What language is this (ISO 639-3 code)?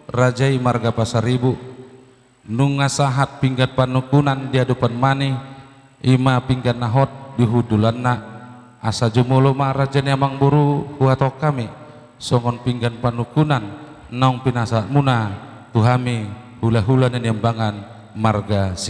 bbc